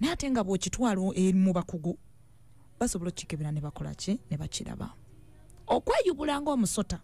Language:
Ganda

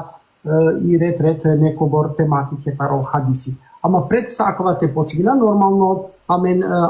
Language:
Balkan Romani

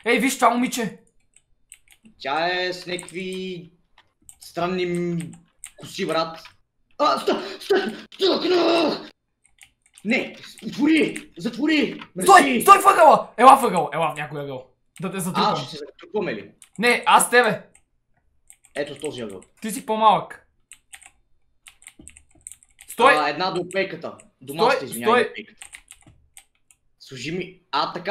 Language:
Bulgarian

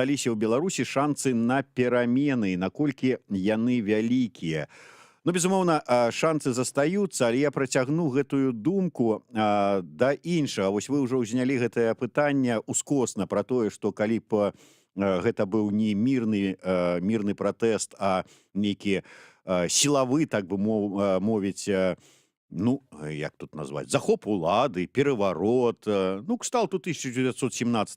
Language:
Belarusian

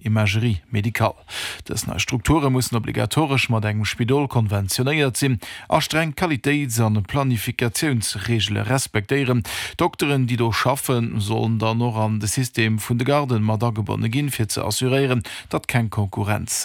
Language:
Luxembourgish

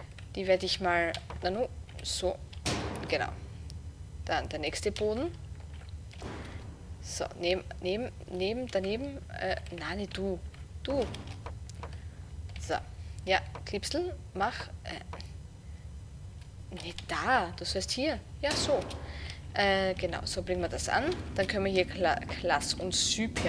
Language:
German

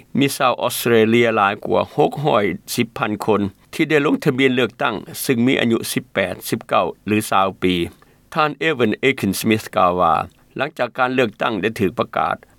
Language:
Lao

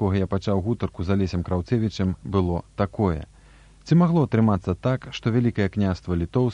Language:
Belarusian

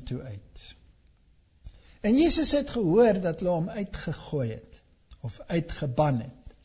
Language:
Afrikaans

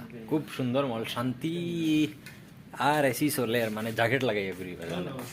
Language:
Sylheti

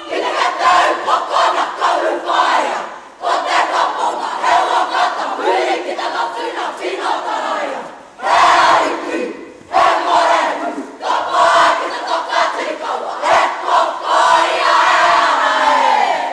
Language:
Māori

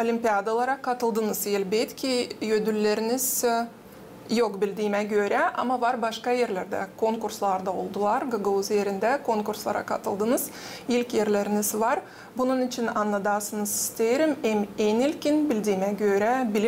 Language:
Gagauz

